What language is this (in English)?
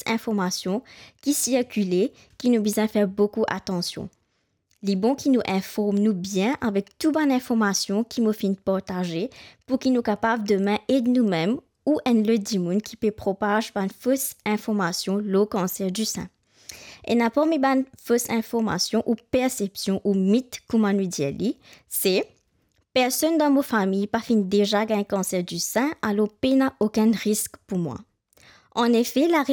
Morisyen